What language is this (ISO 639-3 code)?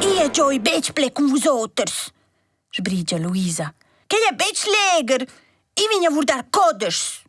roh